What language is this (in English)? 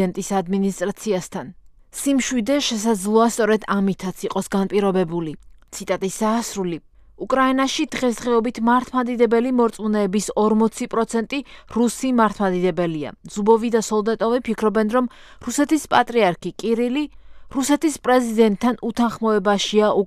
Georgian